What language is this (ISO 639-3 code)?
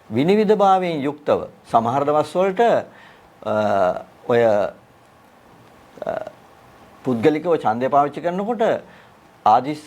sin